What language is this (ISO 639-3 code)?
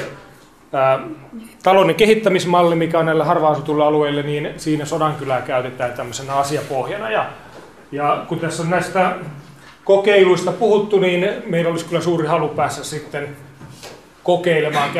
fin